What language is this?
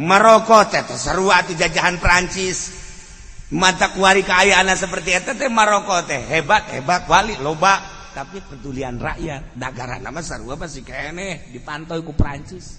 Sundanese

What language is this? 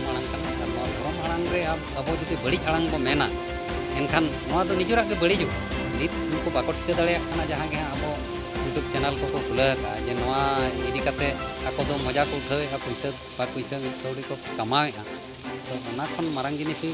Santali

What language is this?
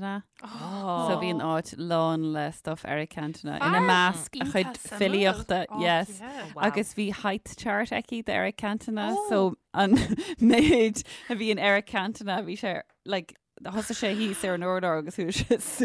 Irish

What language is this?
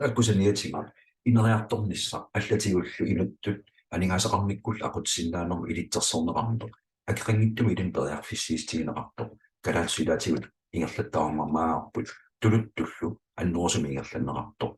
Kalaallisut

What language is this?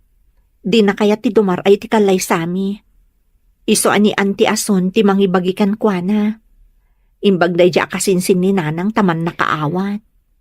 Iloko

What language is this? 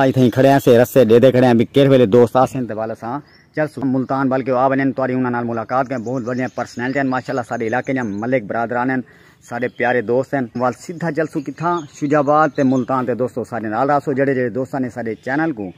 Saraiki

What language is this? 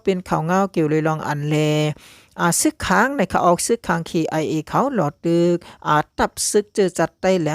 Shan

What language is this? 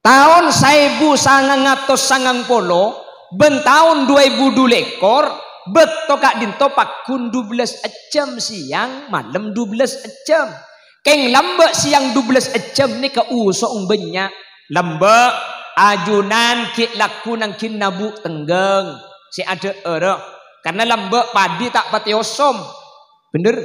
Madurese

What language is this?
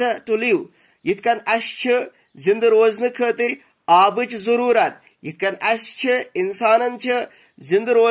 Kashmiri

